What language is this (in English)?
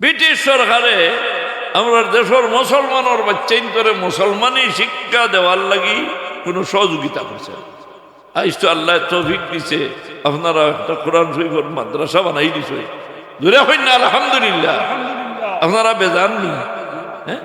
Sylheti